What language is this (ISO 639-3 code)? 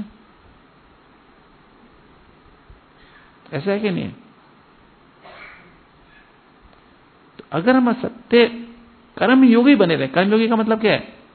hin